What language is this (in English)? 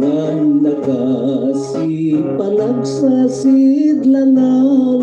Hiligaynon